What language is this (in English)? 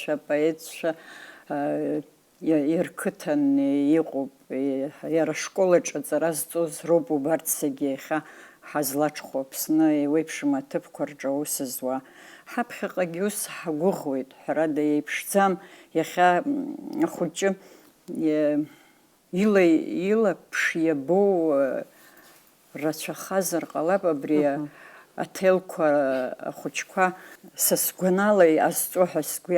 Abkhazian